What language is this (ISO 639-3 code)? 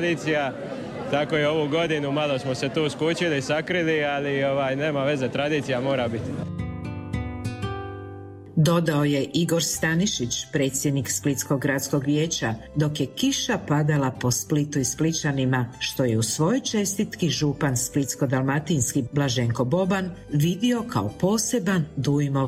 hrv